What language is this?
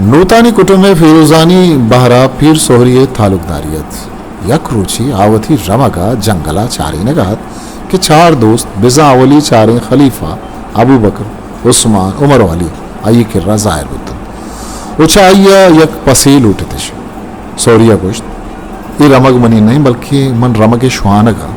Eastern Balochi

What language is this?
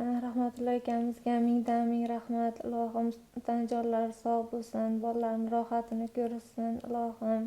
Uzbek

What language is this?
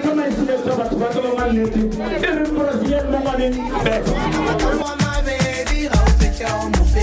Northern Sotho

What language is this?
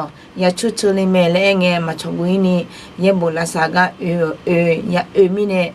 Akha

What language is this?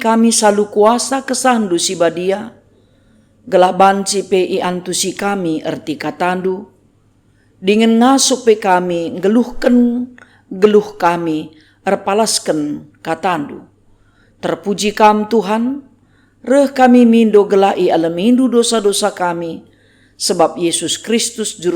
Batak Karo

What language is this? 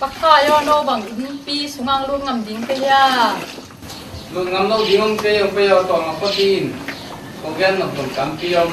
Tedim Chin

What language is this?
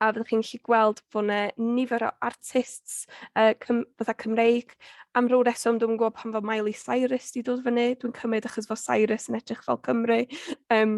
Welsh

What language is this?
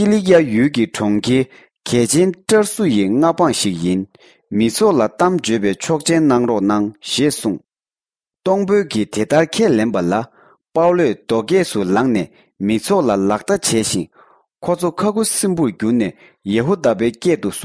Tibetan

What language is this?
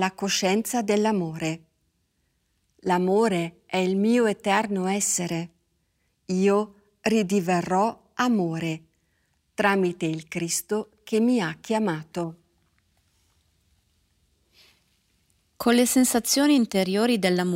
Italian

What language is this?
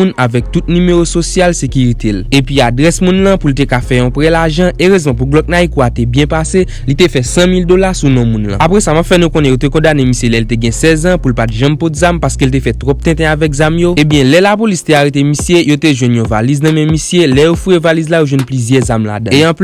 Haitian Creole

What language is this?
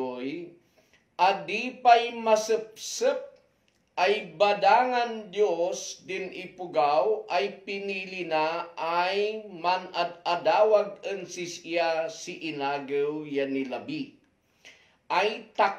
Kankanaey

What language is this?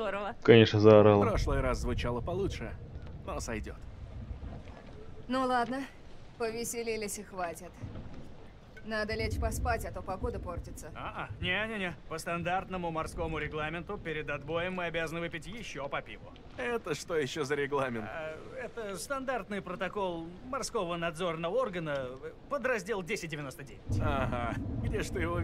Russian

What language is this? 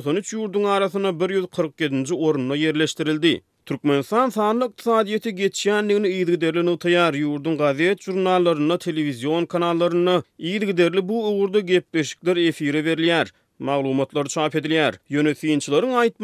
Turkmen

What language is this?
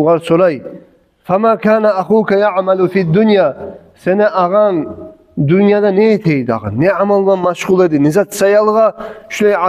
Kumyk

